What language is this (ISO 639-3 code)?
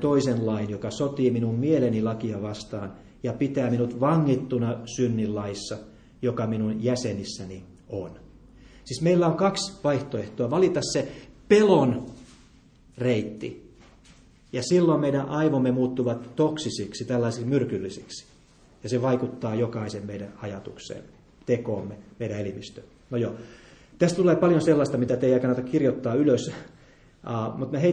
fin